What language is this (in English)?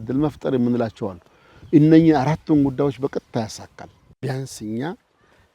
Amharic